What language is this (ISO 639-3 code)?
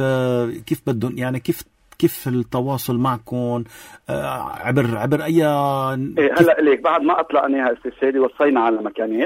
apc